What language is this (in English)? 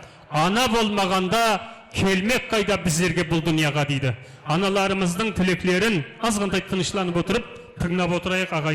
Kara-Kalpak